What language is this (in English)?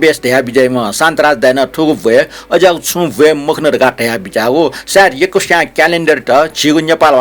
Newari